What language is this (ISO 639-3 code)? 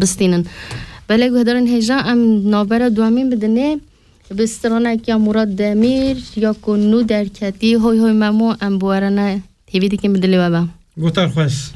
kur